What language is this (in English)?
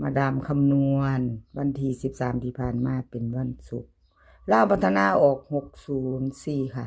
Northeastern Thai